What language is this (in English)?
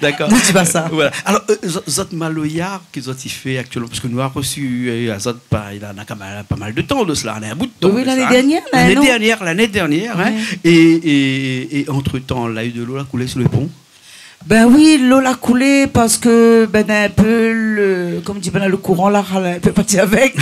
Réunion Creole French